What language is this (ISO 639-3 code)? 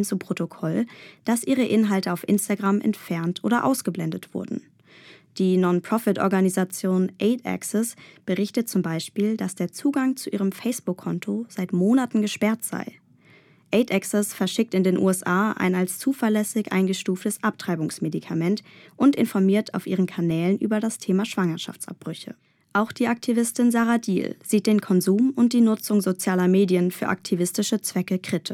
deu